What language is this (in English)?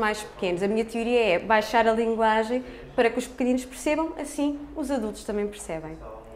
Portuguese